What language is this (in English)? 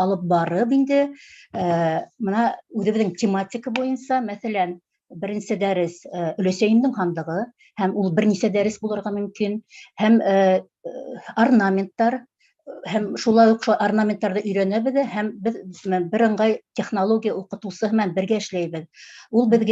Bashkir